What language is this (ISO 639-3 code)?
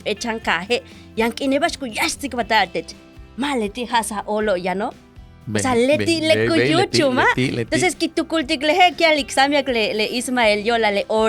yua